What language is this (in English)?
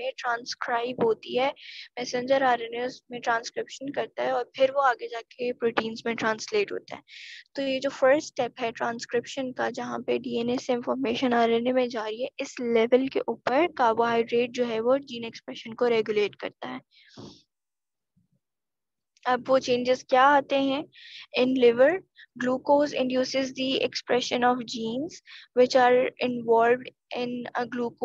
Hindi